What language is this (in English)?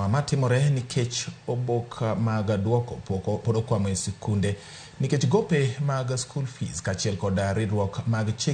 Luo (Kenya and Tanzania)